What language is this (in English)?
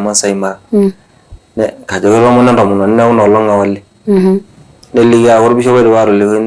Masai